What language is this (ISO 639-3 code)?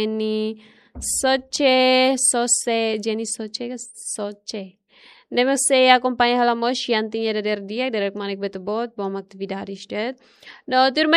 tet